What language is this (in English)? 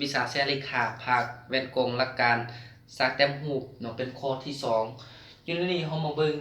Lao